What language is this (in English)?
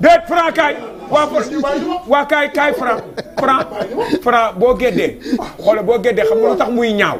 Wolof